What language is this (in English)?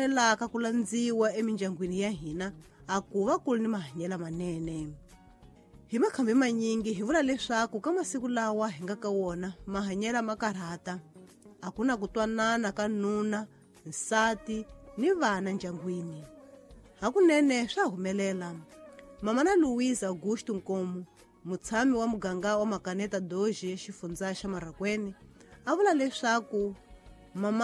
Tsonga